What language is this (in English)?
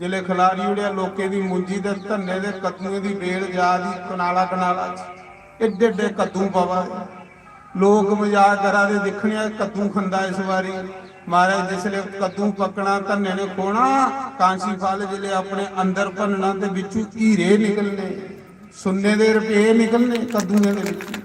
Dogri